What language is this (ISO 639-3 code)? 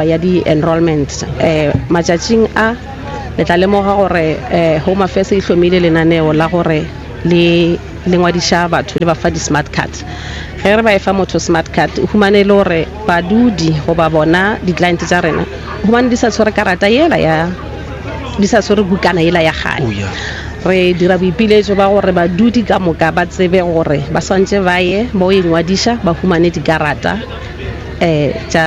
nso